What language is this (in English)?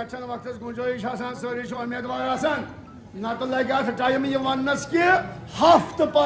Kashmiri